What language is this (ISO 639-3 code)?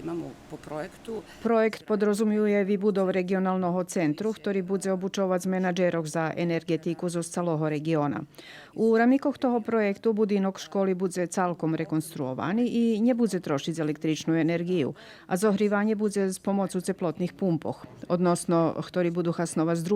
rue